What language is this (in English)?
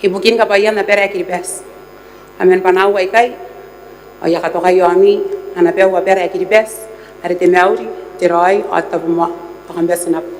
Gilbertese